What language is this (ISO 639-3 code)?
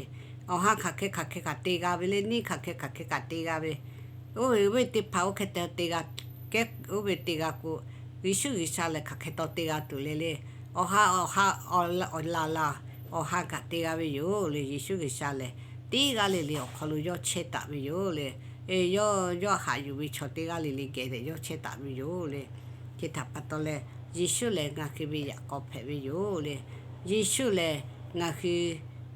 lhu